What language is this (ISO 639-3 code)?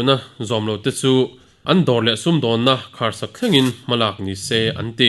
lus